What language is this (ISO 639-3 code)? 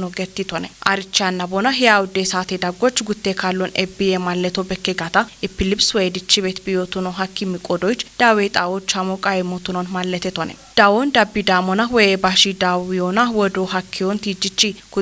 kbr